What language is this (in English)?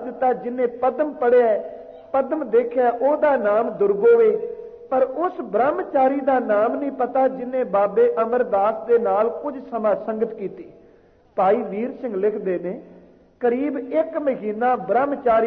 Punjabi